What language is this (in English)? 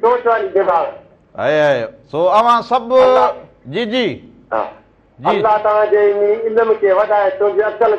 Sindhi